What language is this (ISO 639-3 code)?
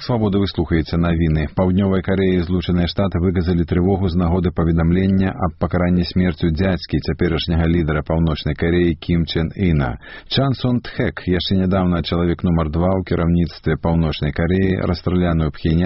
bel